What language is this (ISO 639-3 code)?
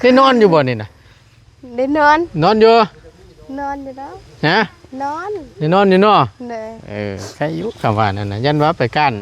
tts